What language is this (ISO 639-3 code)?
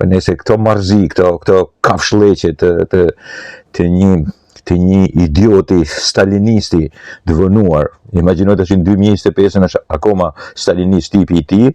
sqi